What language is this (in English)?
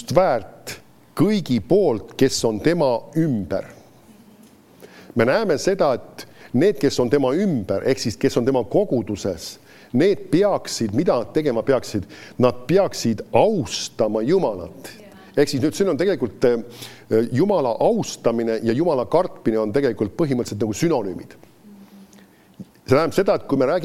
Estonian